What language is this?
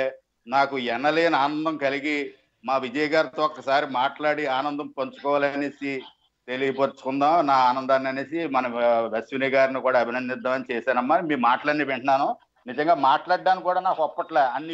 Telugu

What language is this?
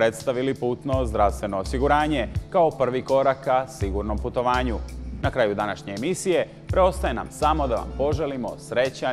Serbian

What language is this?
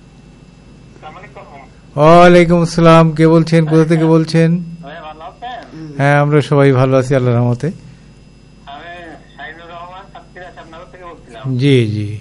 Bangla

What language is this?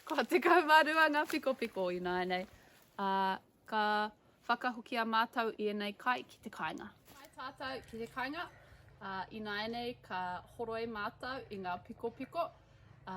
Māori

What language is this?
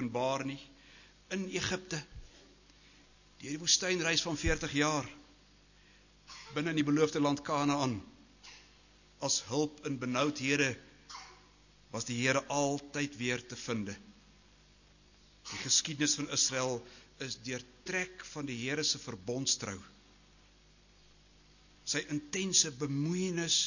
Afrikaans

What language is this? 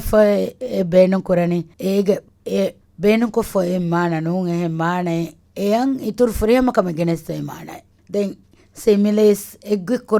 Divehi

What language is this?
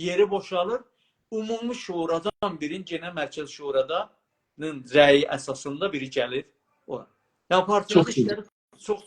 South Azerbaijani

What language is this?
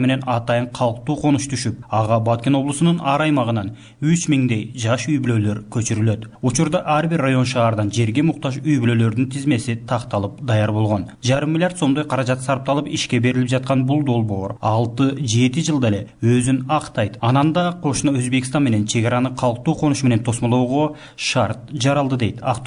Kyrgyz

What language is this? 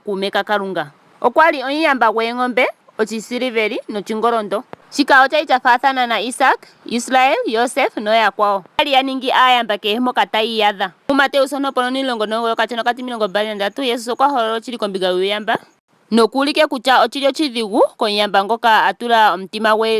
Ndonga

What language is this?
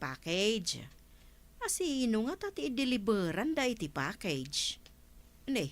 Iloko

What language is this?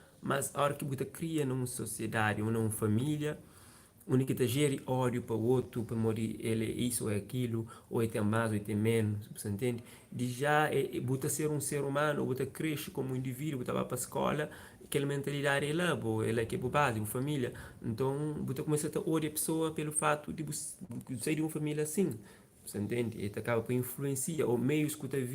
Kabuverdianu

